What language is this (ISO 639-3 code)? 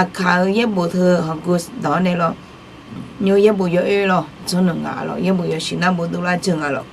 ahk